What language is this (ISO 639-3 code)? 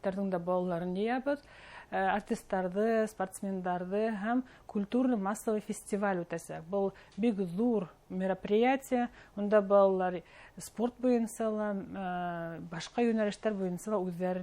bak